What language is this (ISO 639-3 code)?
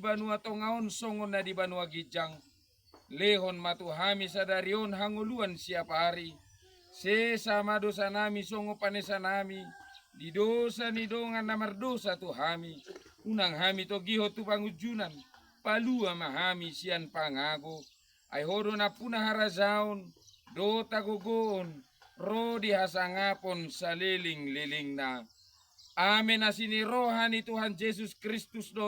bbc